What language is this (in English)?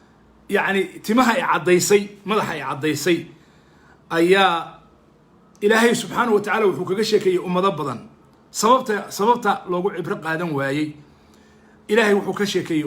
Somali